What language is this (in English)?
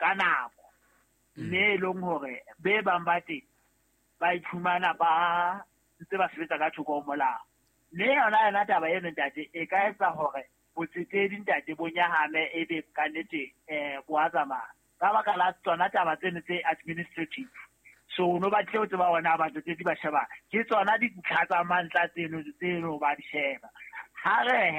Southern Sotho